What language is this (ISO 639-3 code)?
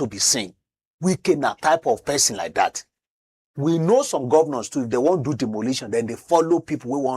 pcm